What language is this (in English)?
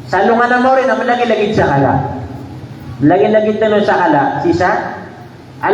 Maranao